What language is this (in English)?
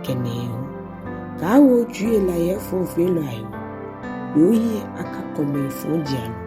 Ga